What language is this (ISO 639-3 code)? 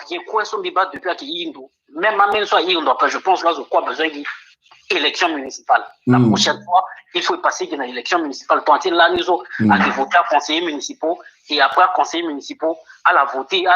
sag